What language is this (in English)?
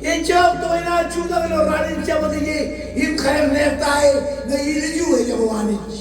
Marshallese